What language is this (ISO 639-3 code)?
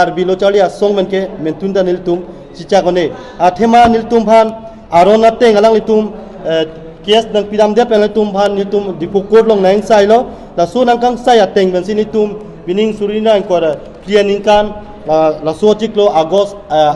mjw